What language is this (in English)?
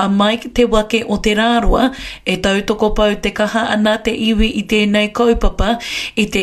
Māori